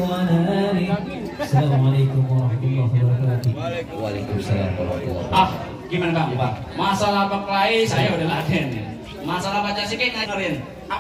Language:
Betawi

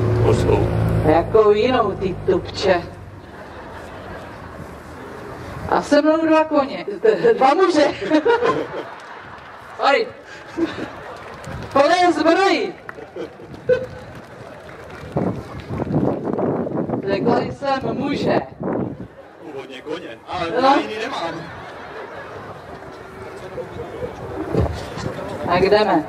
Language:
Czech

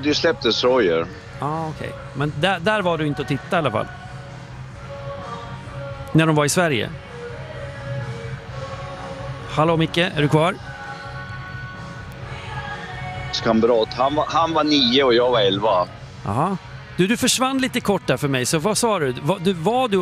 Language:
Swedish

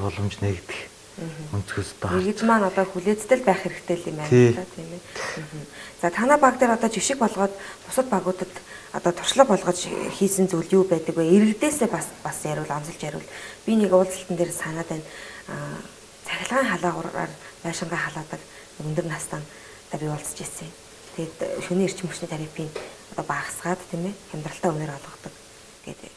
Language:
Mongolian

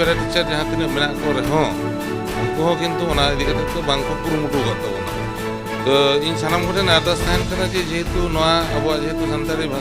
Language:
Santali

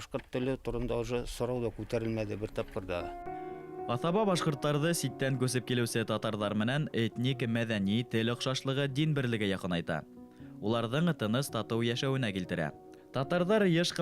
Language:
Bashkir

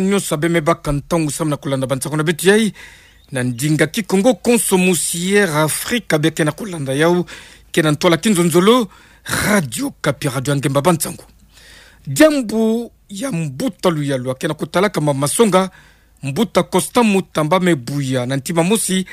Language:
Kituba (Democratic Republic of Congo)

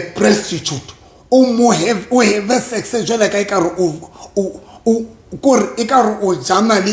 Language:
Southern Sotho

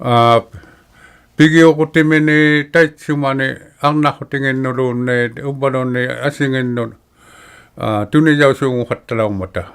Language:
Inuktitut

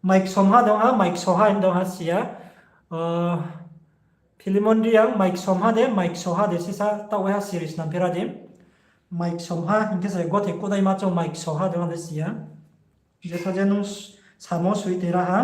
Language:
Riang (India)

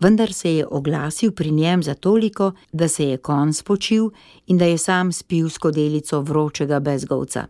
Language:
Slovenian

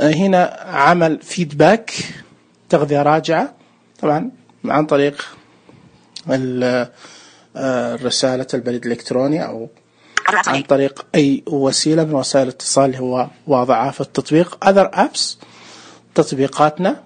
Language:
Najdi Arabic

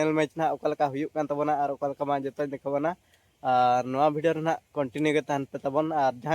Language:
Santali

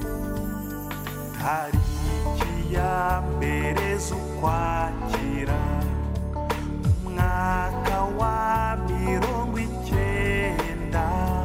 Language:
Kinyarwanda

